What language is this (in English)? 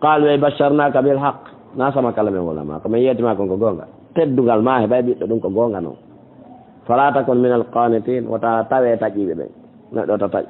Fula